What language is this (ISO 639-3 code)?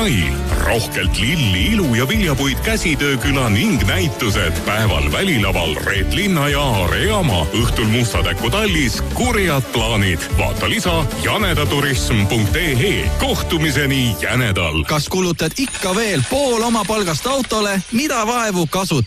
est